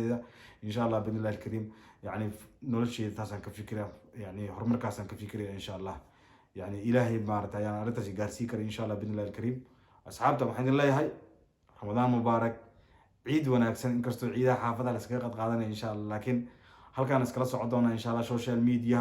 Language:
Somali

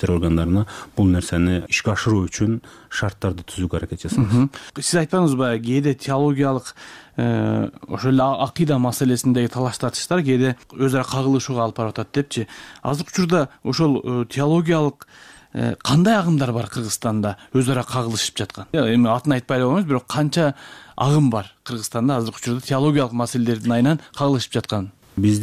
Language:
Kyrgyz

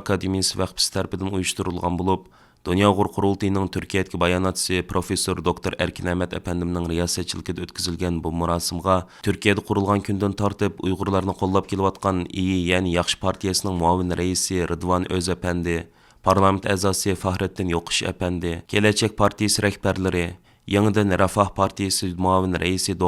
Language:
Uyghur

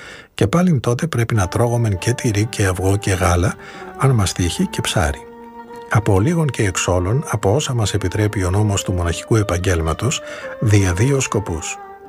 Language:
Greek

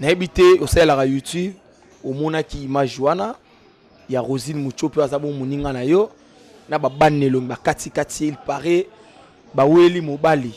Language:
Lingala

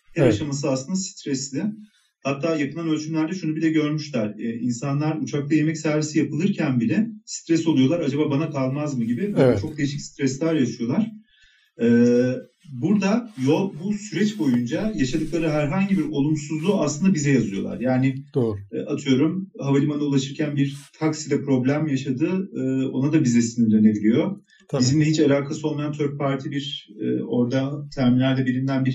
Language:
Turkish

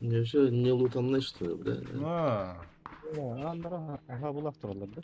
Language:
Yakut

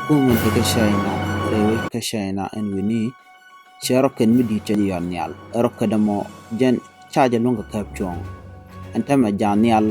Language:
Nuer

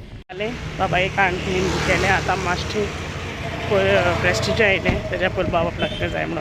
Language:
Konkani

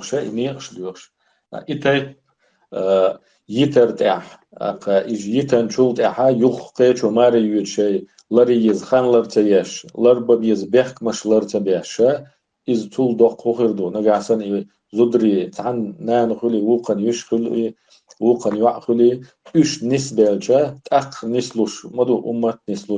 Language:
Chechen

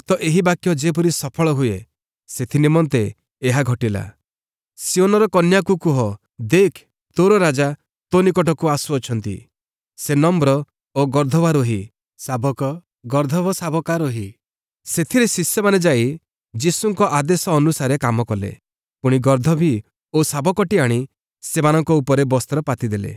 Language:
Odia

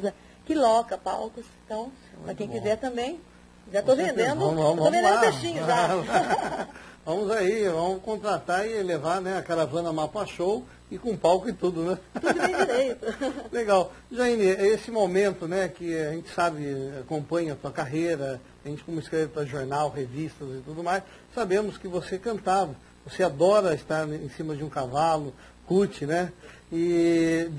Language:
Portuguese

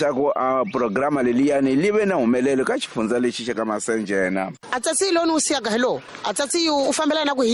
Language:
Tsonga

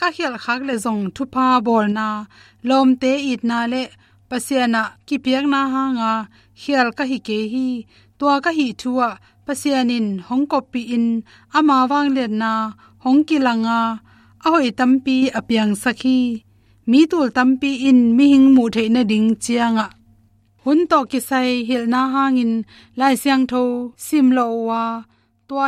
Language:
Tedim Chin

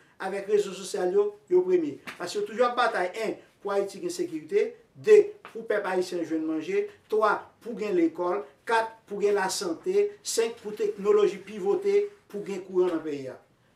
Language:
Haitian Creole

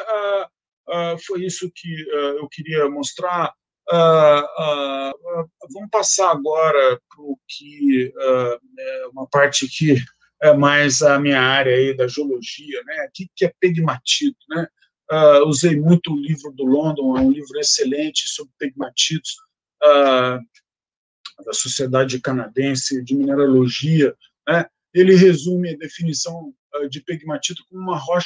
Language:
Portuguese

